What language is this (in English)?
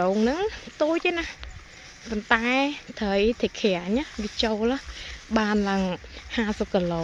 Khmer